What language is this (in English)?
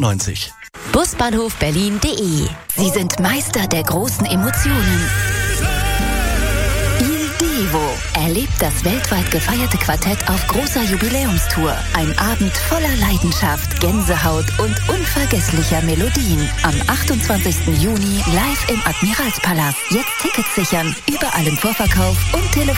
German